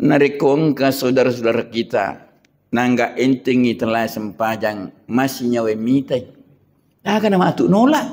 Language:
Buginese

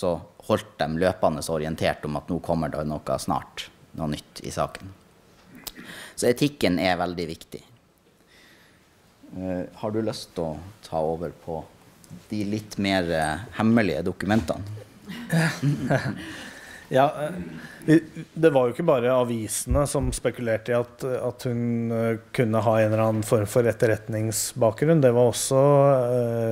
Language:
Norwegian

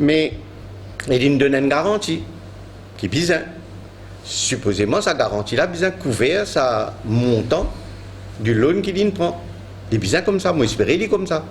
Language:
Morisyen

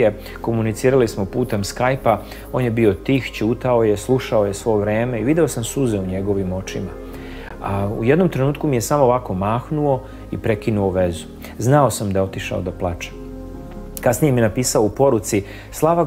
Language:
Serbian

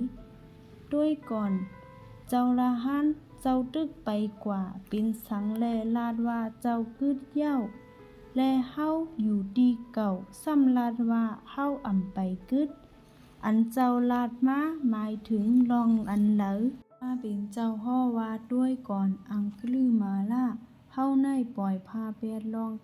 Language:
Shan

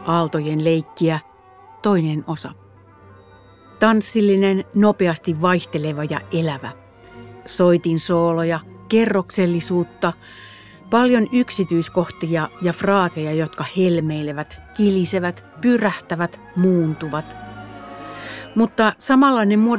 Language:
Finnish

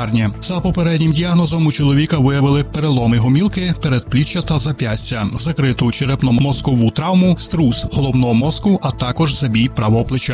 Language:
Ukrainian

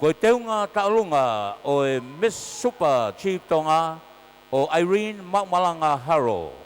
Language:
Tongan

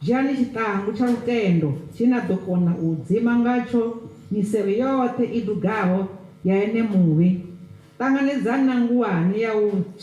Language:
Venda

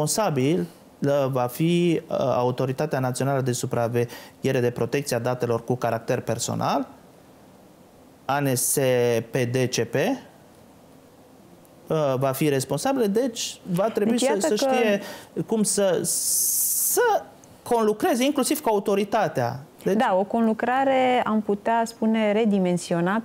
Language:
Romanian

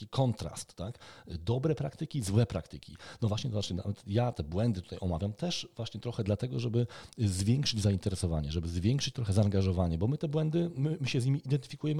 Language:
Polish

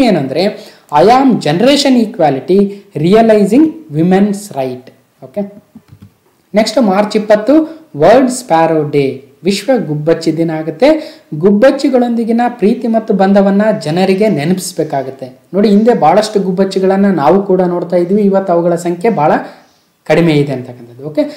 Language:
Kannada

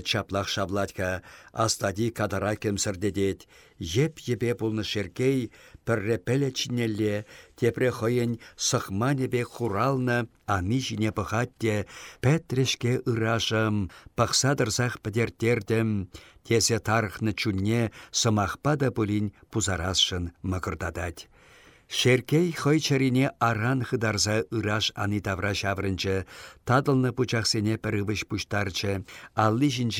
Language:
Chuvash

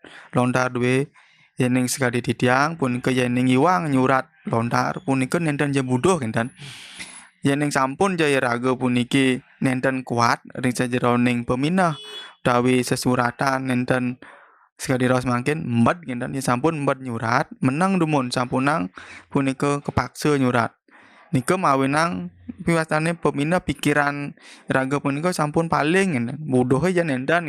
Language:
Balinese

